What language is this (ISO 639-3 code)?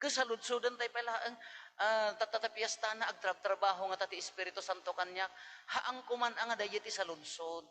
ilo